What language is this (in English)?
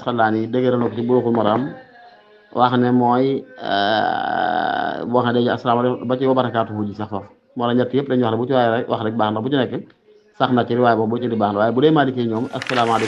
Wolof